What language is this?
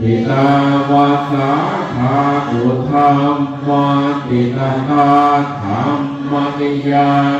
Pali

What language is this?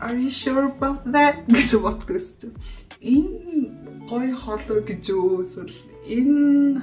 Mongolian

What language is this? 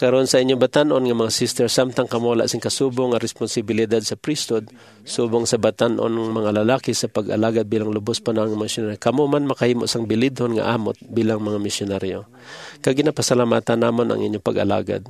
Hiligaynon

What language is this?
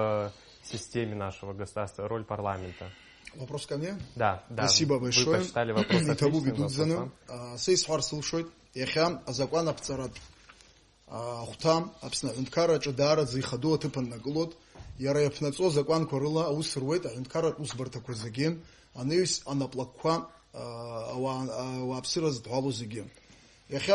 Abkhazian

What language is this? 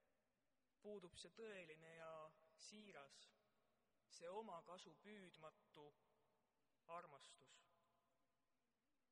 Estonian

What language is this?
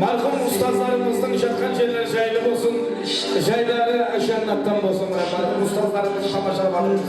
Kara-Kalpak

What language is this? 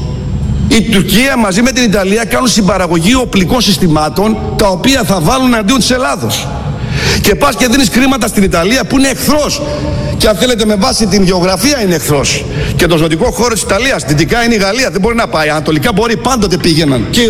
Greek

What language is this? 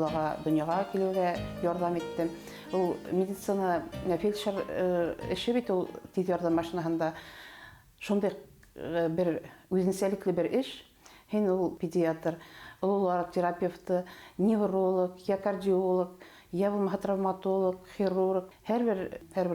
Bashkir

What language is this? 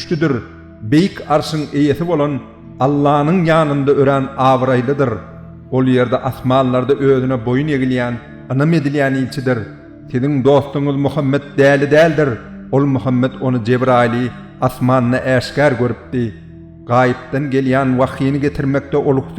Turkmen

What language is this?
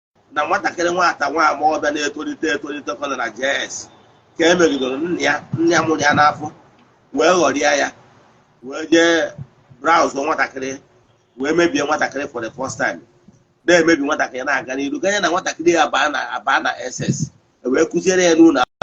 Igbo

